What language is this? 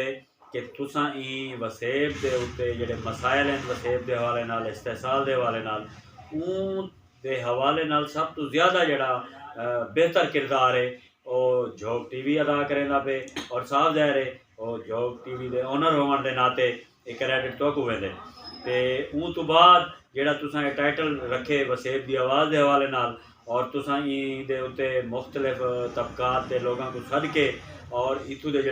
Saraiki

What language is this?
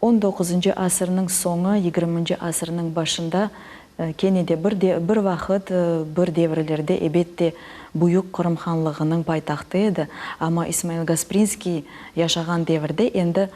Crimean Tatar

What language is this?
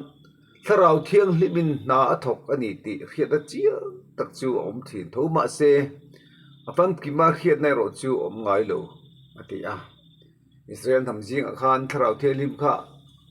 Mizo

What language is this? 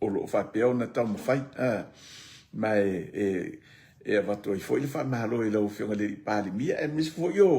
Samoan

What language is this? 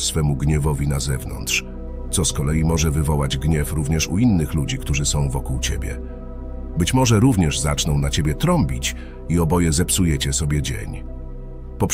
Polish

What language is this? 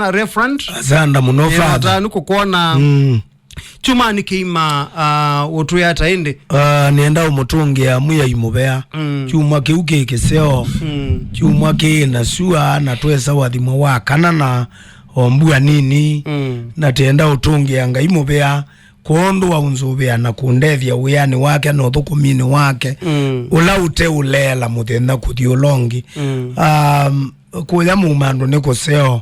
Kamba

